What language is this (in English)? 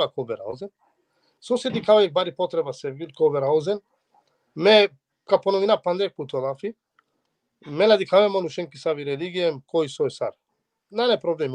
Balkan Romani